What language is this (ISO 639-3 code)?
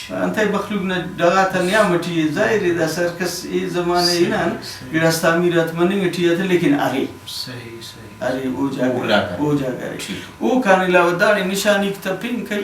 brh